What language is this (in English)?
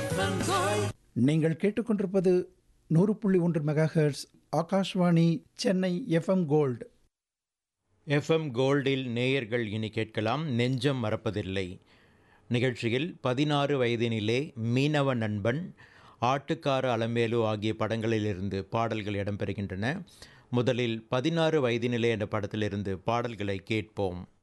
Tamil